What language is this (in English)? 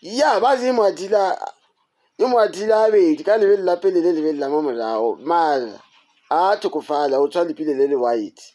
Northern Sotho